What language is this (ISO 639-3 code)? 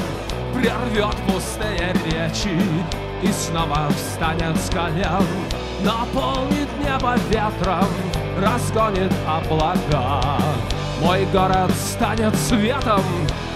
rus